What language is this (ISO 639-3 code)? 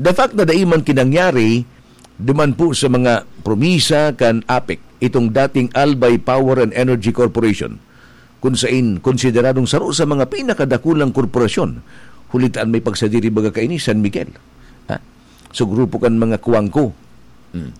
bik